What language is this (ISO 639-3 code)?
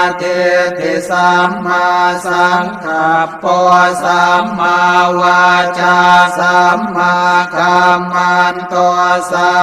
pli